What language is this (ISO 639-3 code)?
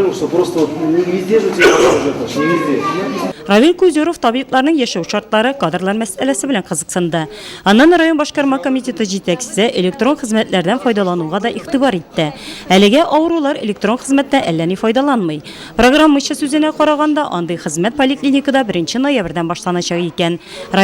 tat